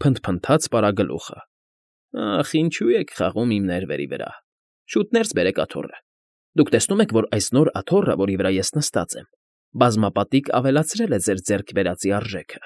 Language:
Armenian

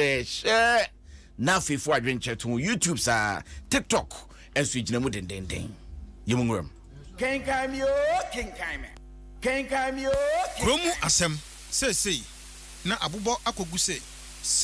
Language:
Akan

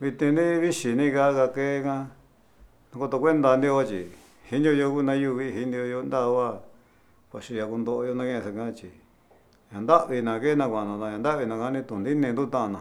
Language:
Galician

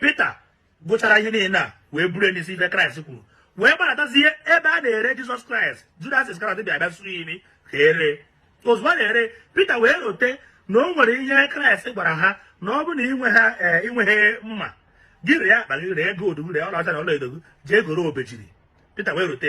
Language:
Igbo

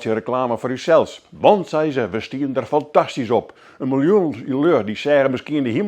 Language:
Western Frisian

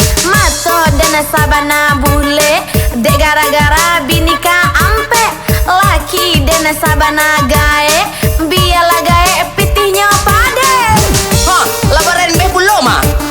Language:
Minangkabau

